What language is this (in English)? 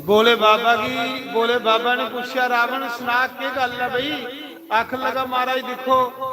Dogri